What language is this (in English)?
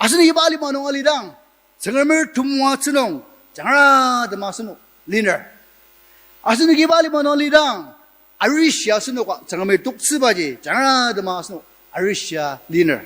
Ao Naga